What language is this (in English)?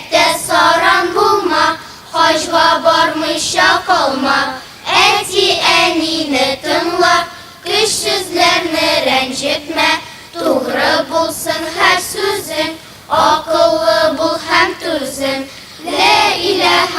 Tatar